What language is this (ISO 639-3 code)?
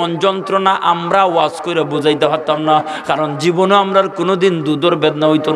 syl